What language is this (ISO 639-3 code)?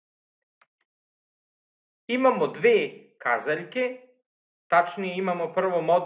srp